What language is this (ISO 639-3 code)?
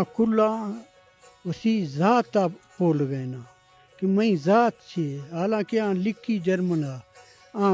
bgp